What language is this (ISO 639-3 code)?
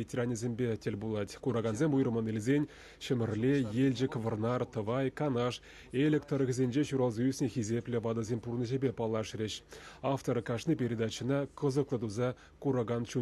chv